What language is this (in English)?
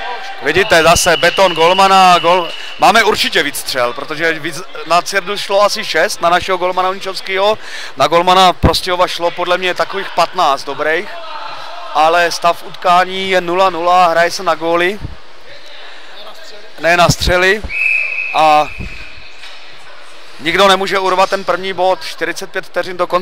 Czech